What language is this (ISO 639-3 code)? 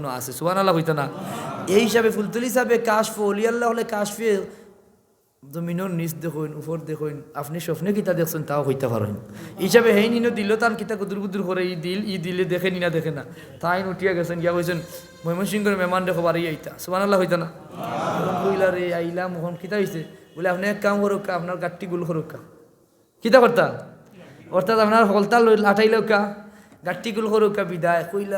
syl